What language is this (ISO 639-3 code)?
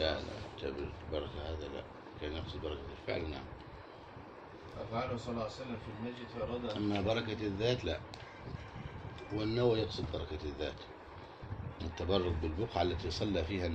ara